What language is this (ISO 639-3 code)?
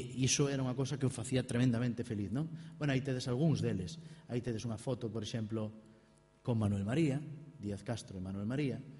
glg